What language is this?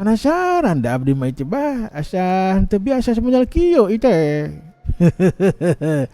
Sundanese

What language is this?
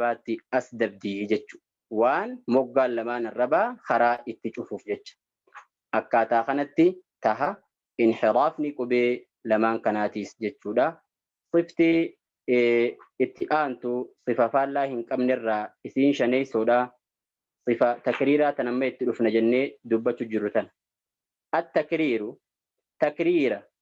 Oromo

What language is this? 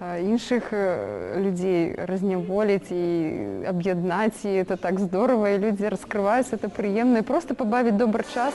Belarusian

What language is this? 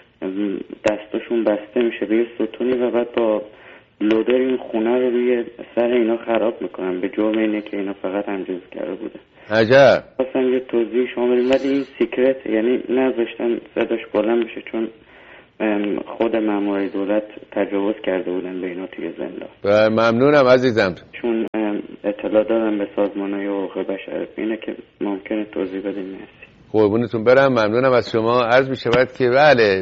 Persian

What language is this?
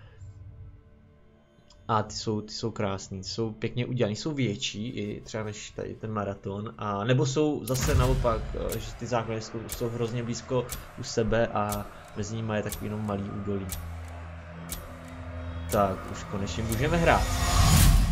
Czech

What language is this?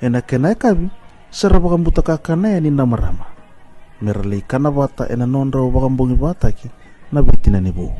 Fijian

